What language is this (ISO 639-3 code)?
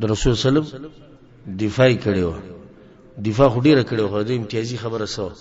pus